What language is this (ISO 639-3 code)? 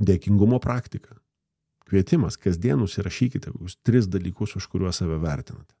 lit